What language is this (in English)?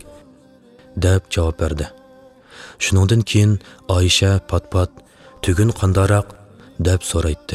Uyghur